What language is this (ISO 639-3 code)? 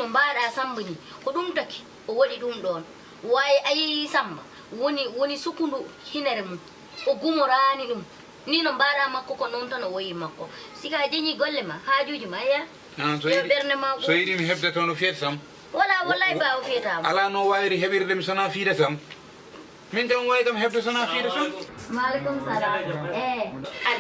ful